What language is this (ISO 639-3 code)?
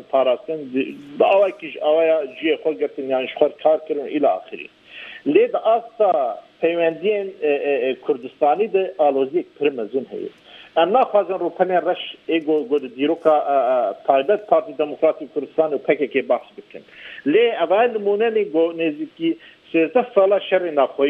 kur